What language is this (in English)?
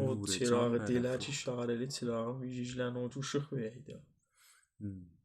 South Azerbaijani